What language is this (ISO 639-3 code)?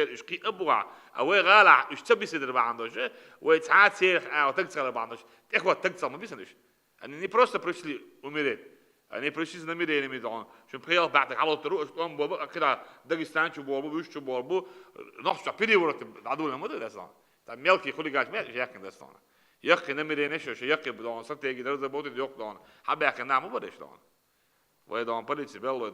che